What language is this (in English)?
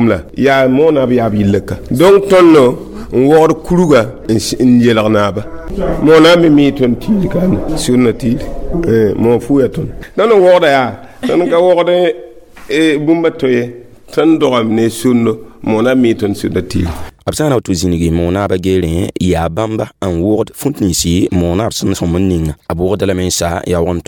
Mossi